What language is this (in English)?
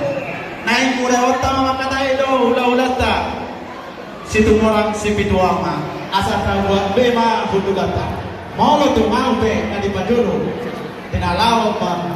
Batak Toba